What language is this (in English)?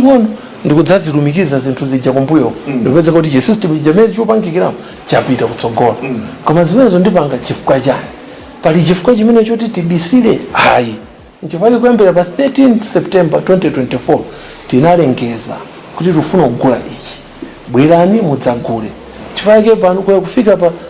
Nyanja